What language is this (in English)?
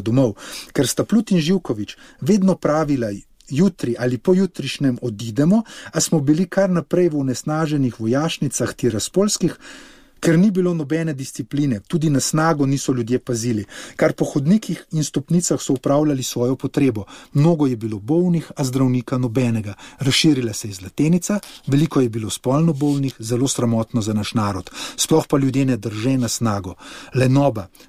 Slovenian